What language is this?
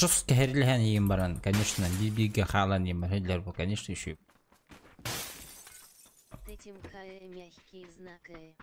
Yakut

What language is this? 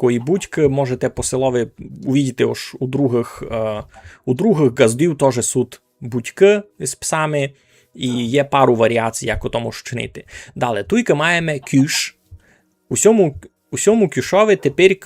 Rusyn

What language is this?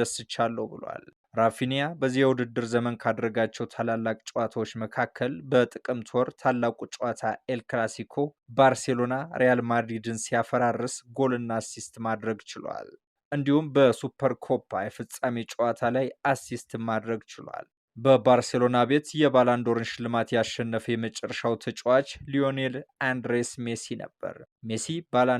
Amharic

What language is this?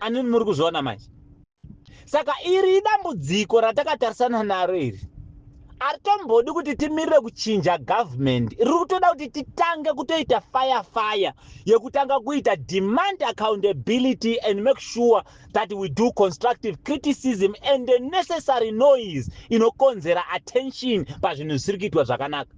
Shona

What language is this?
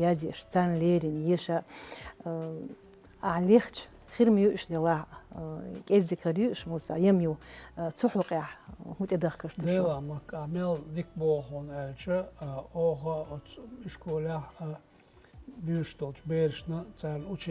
Chechen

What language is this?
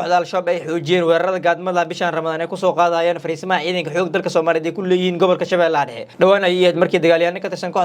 Somali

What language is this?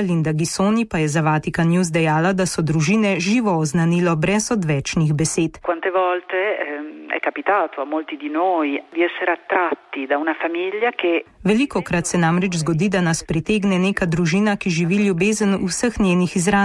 Slovenian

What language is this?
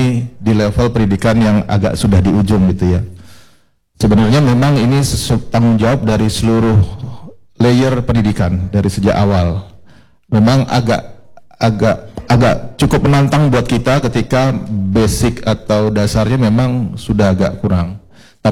Indonesian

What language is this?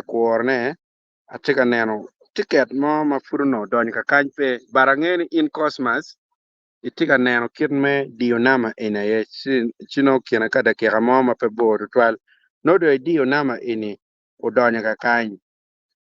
Acoli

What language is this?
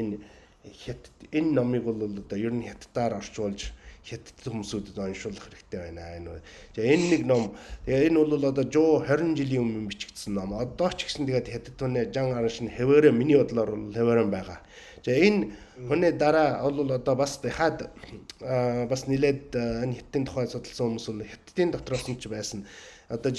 Mongolian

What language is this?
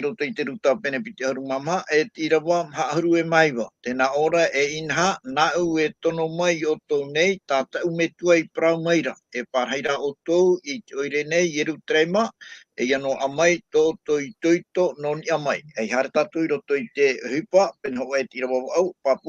Tahitian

